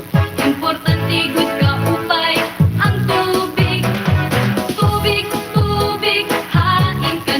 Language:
Waray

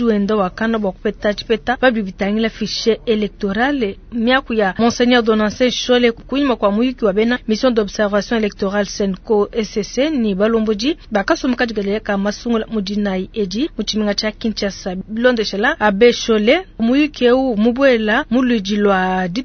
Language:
Luba-Lulua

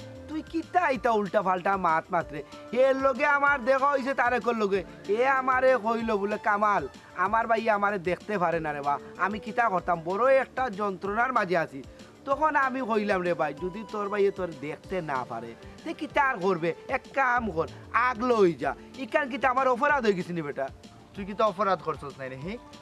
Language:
Sylheti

